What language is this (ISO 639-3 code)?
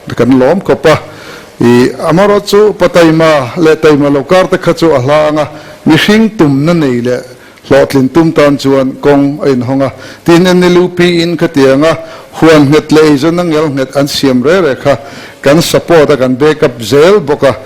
lus